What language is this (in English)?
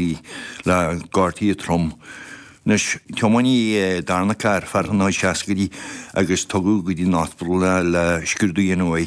Irish